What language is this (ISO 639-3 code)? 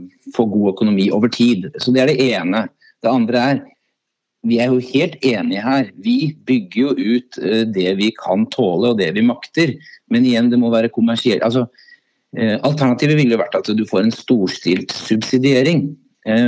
nor